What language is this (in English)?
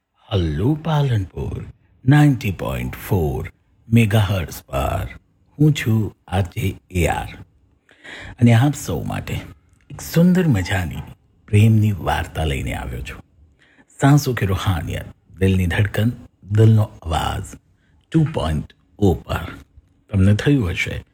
Gujarati